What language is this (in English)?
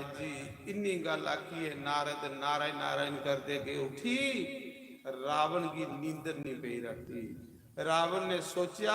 Dogri